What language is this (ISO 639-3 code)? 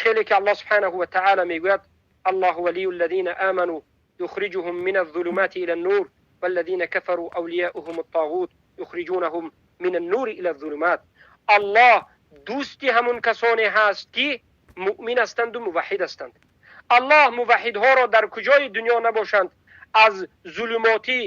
tgk